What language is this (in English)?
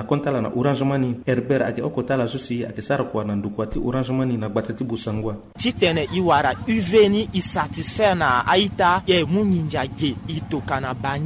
Sango